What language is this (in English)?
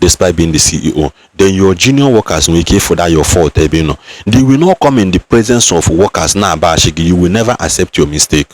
Igbo